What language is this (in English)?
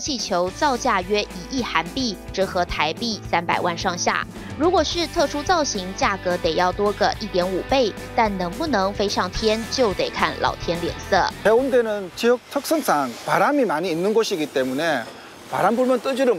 Chinese